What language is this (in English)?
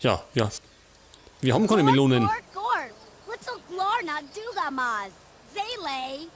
Bavarian